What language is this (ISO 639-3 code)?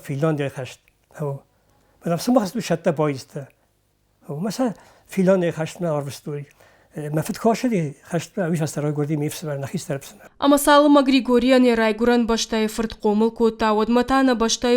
oss